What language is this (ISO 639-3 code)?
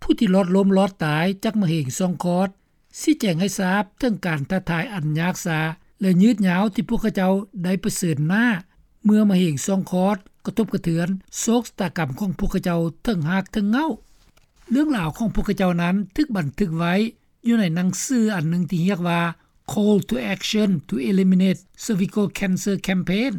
lao